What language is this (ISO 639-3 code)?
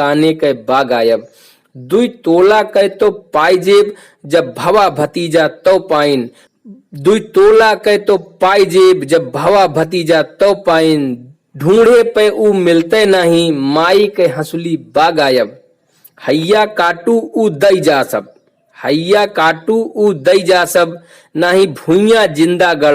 awa